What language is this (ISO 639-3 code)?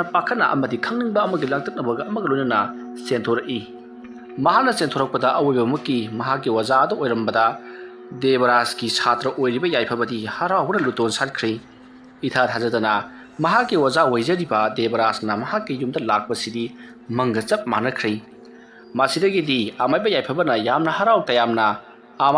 mni